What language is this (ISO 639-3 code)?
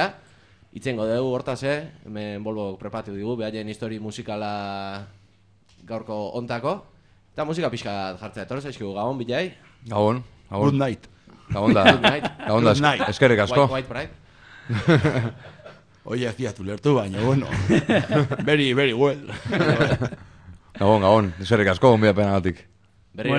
eus